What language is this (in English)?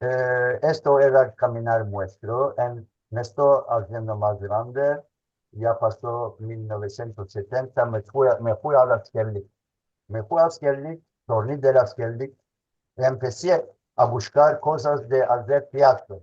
Ladino